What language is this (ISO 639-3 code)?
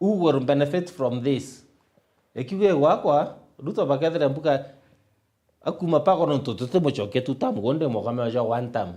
mer